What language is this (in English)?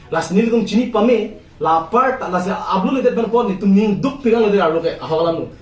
Karbi